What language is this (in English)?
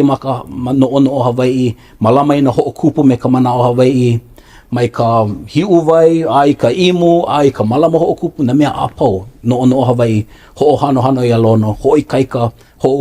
Hawaiian